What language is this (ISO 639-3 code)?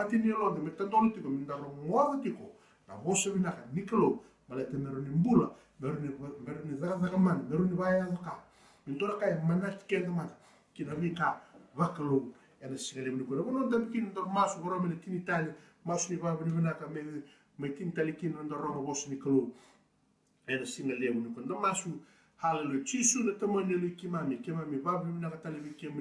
fij